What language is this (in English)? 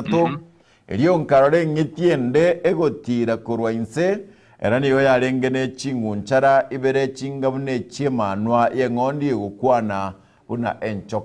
Gusii